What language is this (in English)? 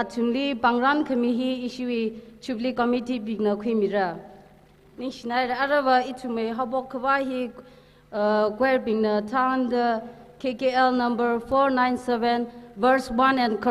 Tangkhul Naga (India)